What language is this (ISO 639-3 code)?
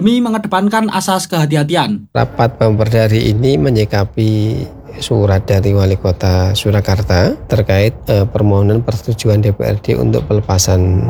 ind